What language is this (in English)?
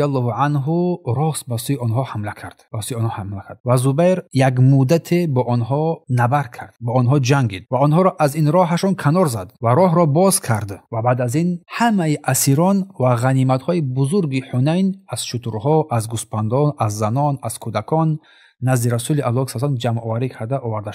Tajik